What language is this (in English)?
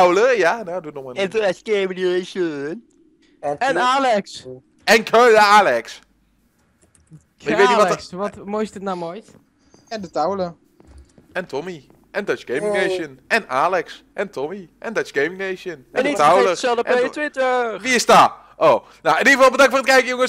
Dutch